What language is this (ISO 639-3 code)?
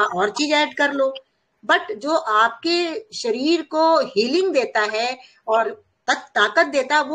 hin